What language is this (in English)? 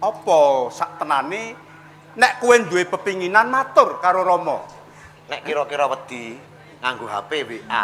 Javanese